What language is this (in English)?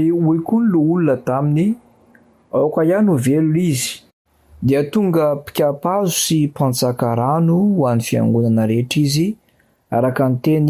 Malagasy